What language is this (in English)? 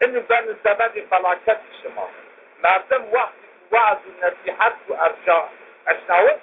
Zaza